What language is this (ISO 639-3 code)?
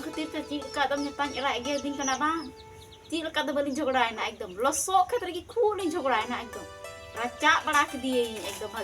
sat